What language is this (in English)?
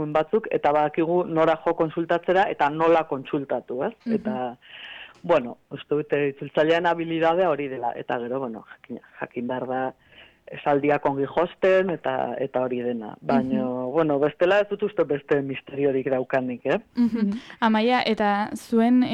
Basque